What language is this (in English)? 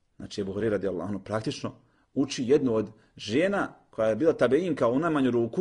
Bosnian